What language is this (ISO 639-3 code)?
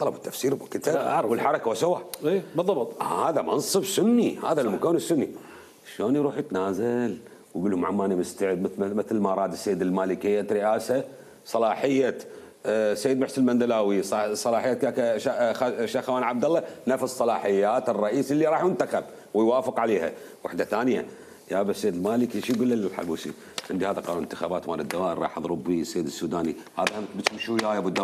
acm